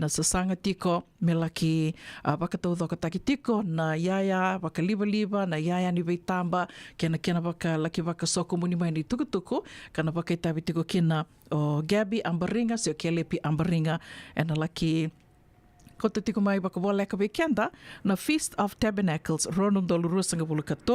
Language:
Fijian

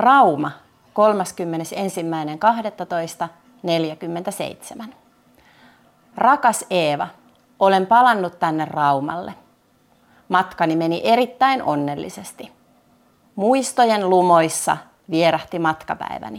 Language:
Finnish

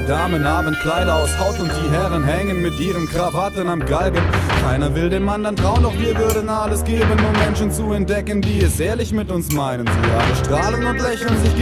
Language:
German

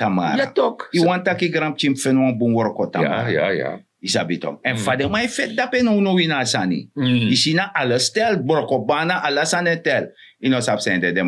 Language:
Sranan Tongo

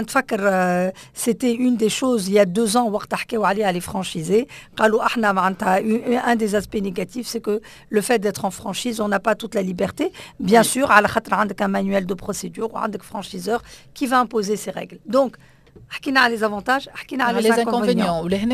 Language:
Tunisian Arabic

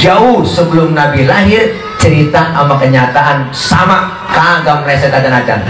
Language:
Betawi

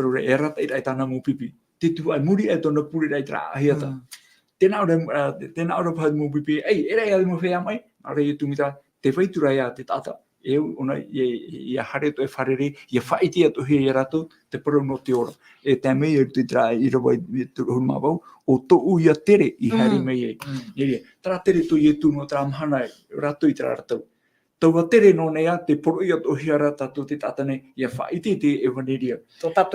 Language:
Tahitian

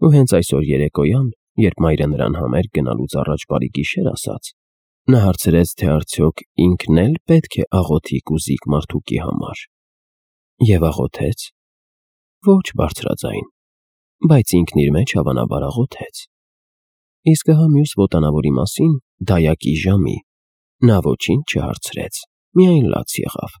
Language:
Armenian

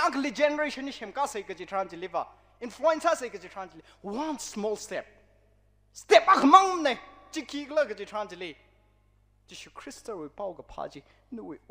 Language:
Tangkhul Naga (India)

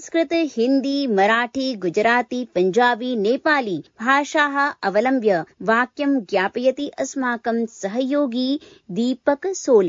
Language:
Sanskrit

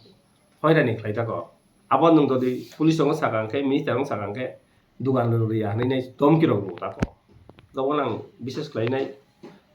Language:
Kok Borok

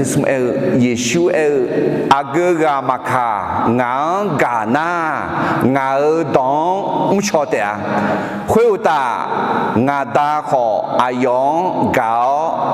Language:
Akha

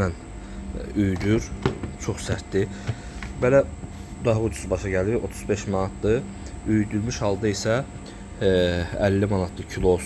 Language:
Azerbaijani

